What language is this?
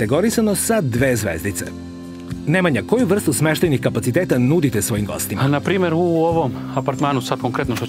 Serbian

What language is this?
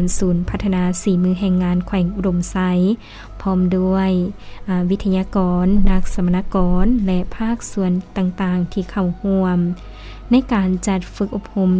Lao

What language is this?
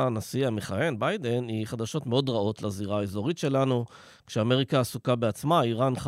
Hebrew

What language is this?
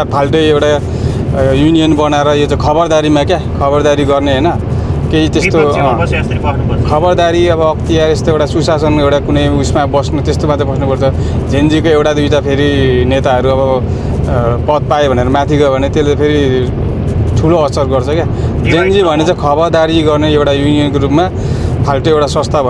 Nepali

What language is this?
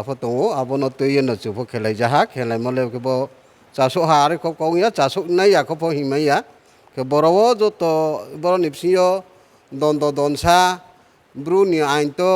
Riang (India)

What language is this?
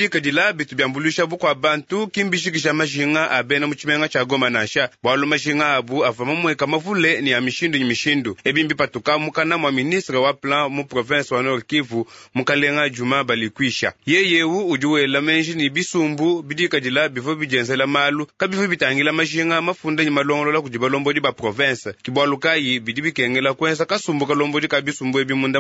Luba-Lulua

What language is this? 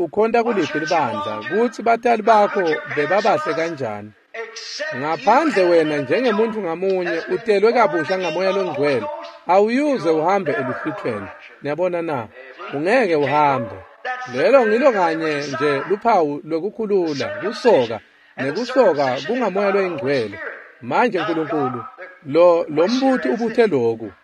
Swati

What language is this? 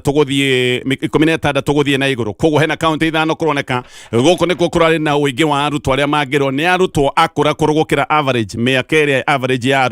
Kikuyu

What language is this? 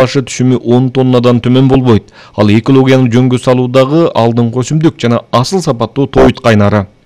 Kyrgyz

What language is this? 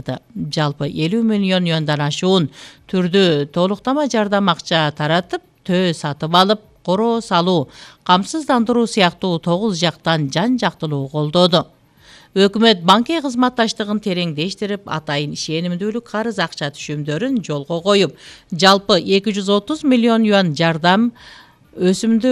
Kyrgyz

